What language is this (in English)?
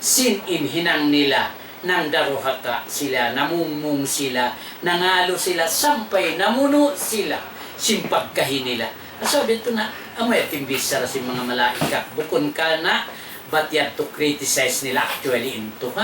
Tausug